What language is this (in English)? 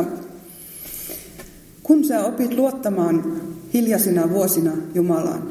Finnish